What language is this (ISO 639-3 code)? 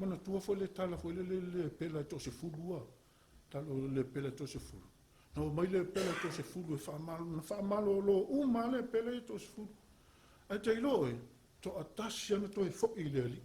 smo